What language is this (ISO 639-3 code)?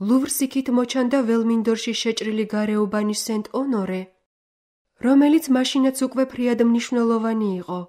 kat